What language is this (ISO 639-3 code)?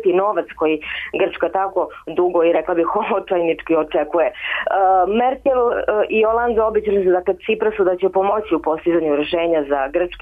srp